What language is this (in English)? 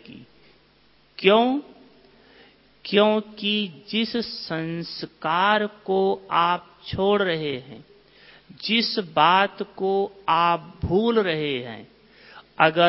Hindi